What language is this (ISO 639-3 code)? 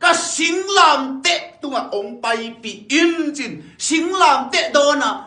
ctd